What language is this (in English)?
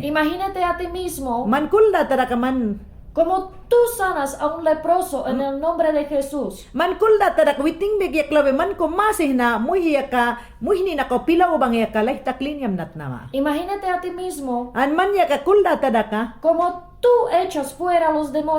Mayangna